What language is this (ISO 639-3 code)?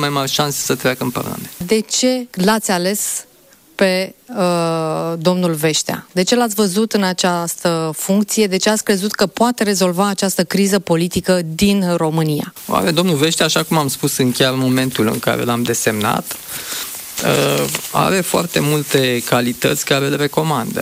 ron